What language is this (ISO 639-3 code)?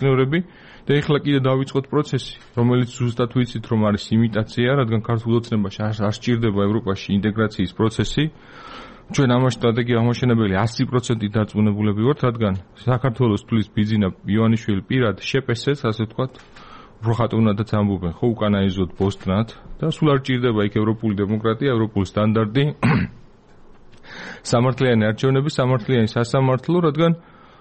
kat